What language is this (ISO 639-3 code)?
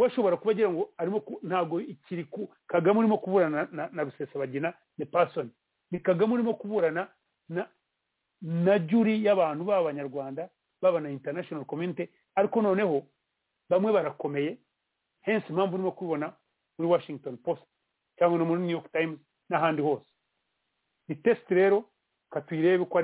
kin